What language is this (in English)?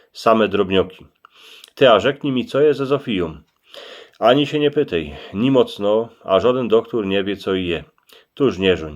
Silesian